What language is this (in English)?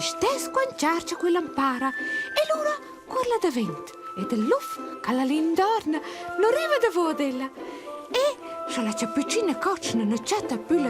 Romansh